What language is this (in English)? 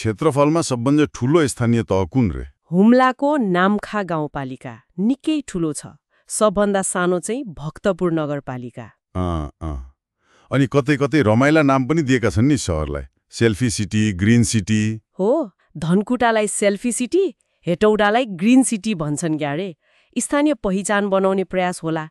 Nepali